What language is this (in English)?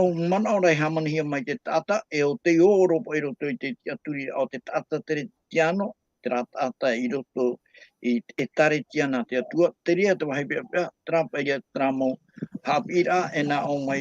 Tahitian